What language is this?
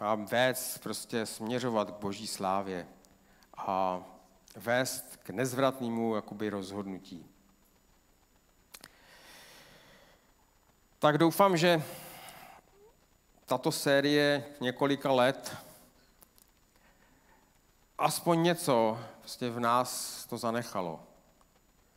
Czech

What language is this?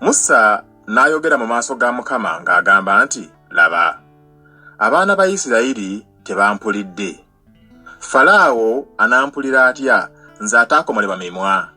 Ganda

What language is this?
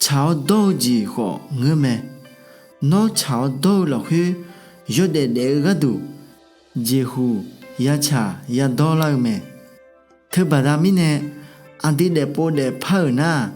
Akha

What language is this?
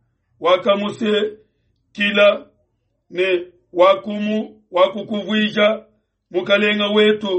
Luba-Lulua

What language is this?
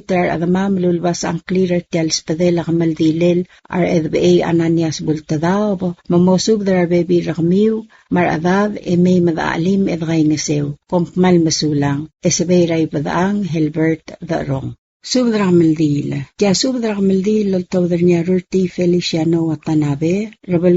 Palauan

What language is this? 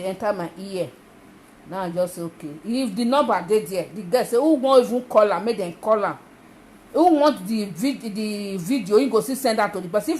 Nigerian Pidgin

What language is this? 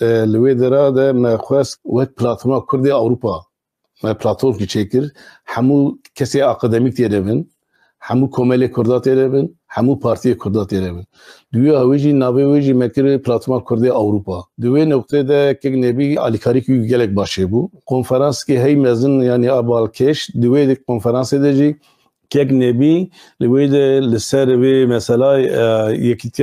Kurdish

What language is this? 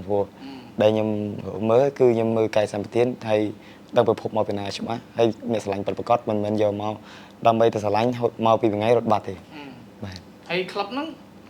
Khmer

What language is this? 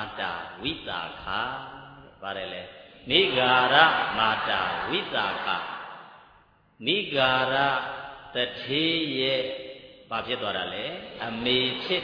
Burmese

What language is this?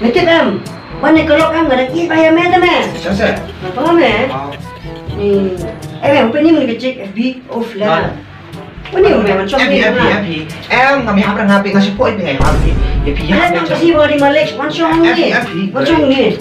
Khasi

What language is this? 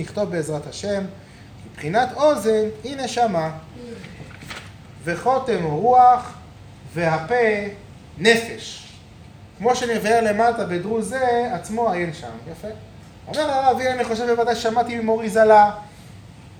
Hebrew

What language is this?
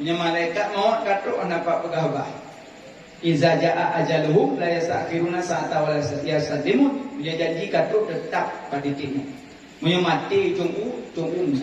Achinese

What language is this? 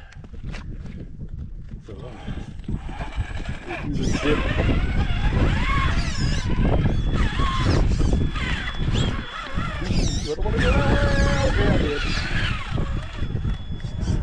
English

